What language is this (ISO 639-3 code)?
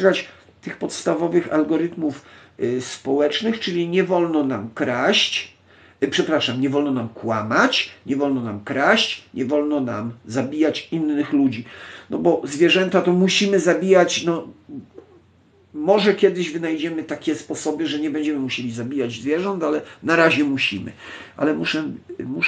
pol